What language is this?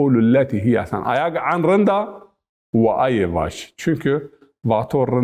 Zaza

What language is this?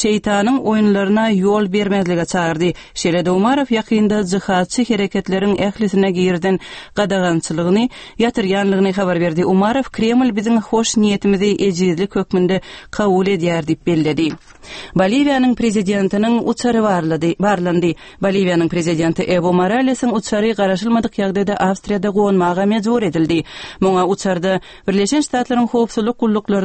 Turkmen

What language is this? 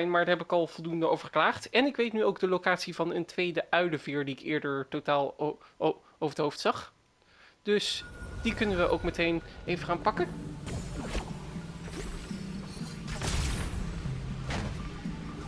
Dutch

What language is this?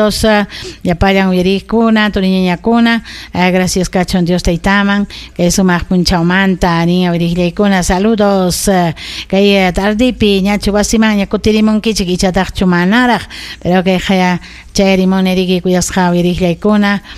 Ayacucho Quechua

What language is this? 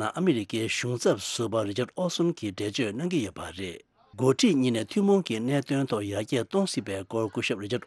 Tibetan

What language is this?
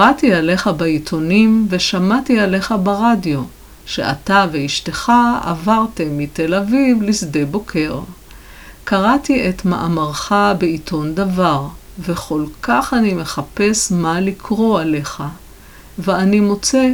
Hebrew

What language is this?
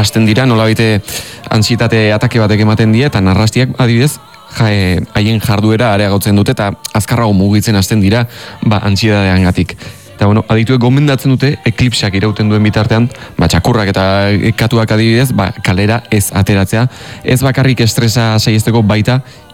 Basque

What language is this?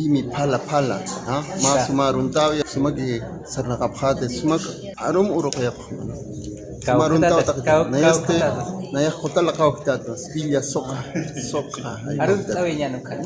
Aymara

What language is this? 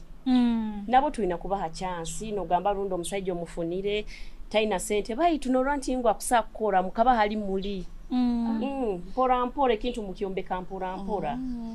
Nyoro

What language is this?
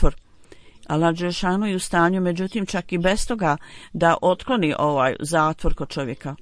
Bosnian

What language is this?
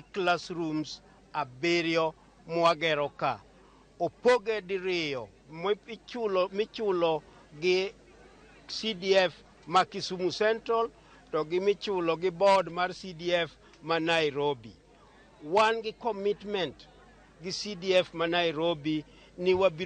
Luo (Kenya and Tanzania)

